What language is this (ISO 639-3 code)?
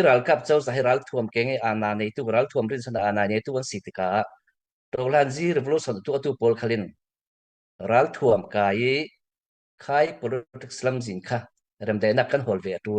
cfm